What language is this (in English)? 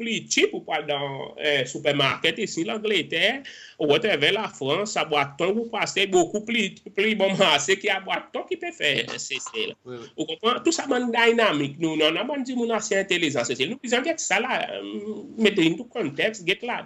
Seselwa Creole French